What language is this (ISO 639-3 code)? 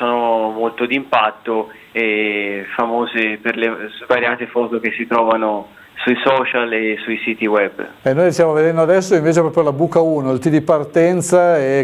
ita